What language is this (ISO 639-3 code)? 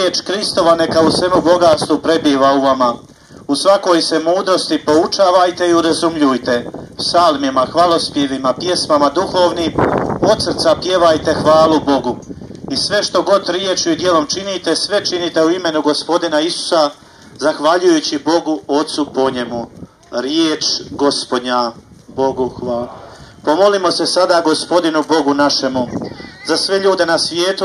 hrv